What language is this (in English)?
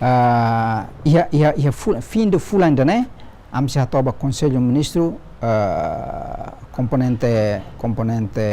Tetum